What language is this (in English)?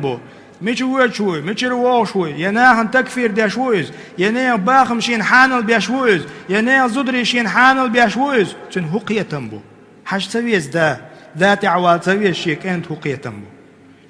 Chechen